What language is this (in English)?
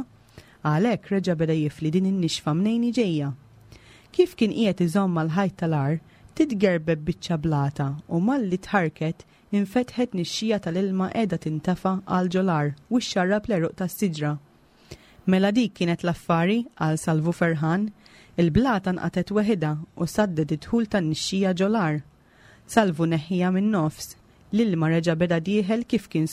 Maltese